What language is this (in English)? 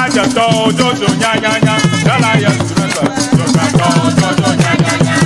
Ewe